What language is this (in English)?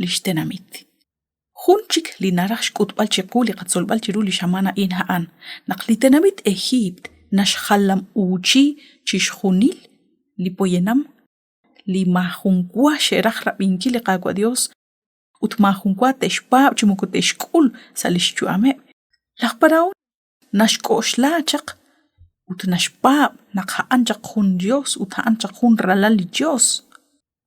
Kekchí